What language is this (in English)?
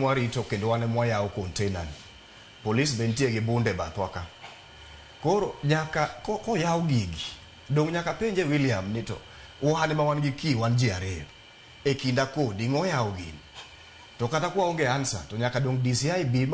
Luo (Kenya and Tanzania)